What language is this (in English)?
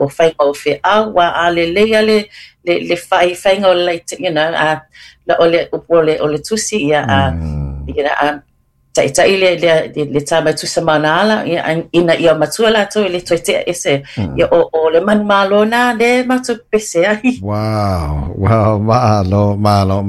Samoan